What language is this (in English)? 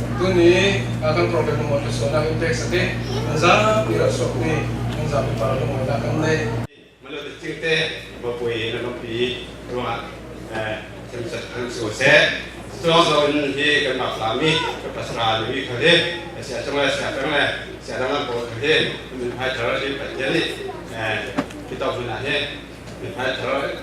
Falam Chin